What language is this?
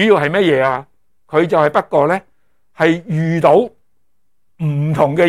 Cantonese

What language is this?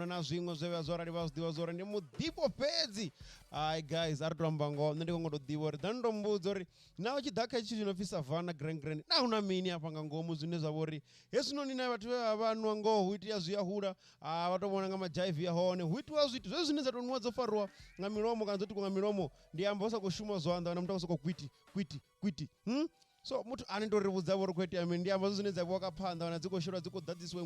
Venda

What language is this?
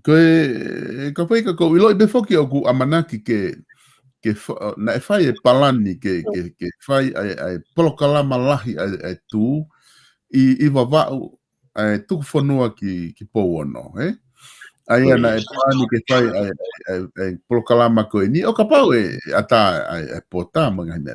Tongan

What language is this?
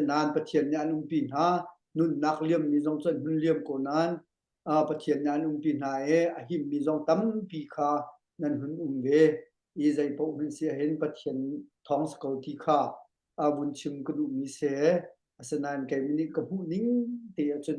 Hakha Chin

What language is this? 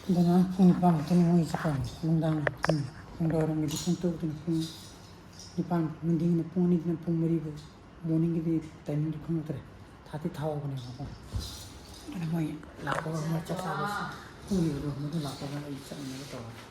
Manipuri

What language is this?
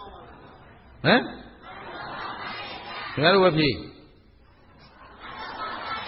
Burmese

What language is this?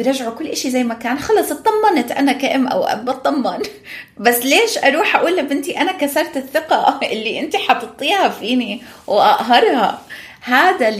North Levantine Arabic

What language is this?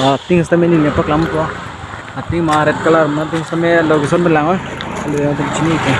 Karbi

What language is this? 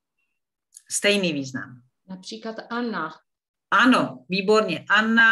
Czech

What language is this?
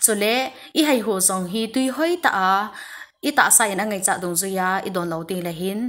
Thado Chin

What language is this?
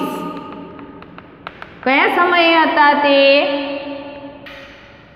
Gujarati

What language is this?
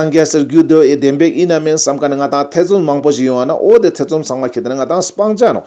Ladakhi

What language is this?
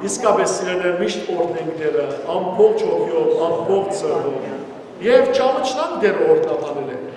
Western Armenian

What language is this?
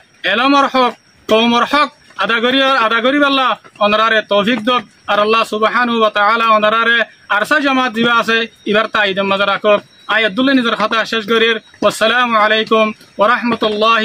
Rohingya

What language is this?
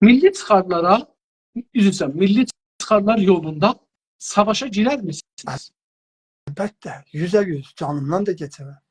South Azerbaijani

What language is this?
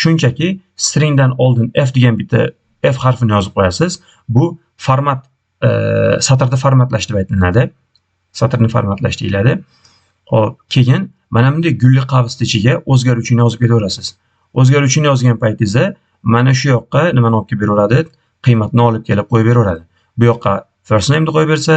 Uzbek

